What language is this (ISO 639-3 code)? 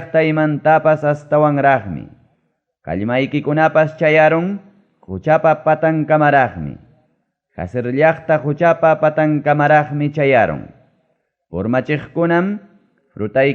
quy